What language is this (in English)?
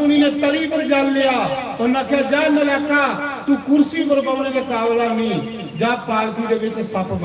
Dogri